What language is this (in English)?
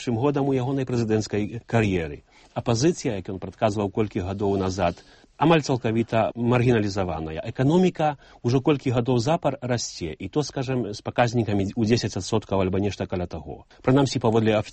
Belarusian